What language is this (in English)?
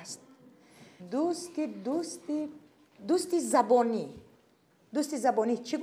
Tajik